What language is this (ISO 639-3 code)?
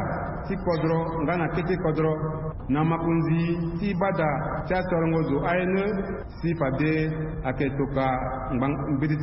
sag